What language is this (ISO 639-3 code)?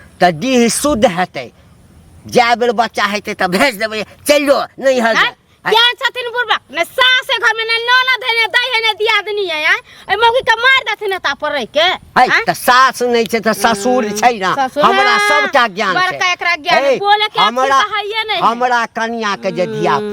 mai